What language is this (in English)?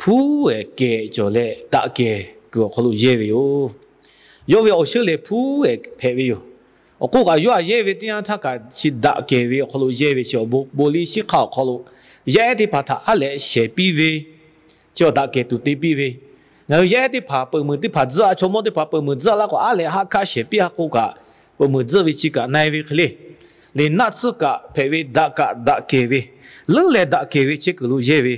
Lahu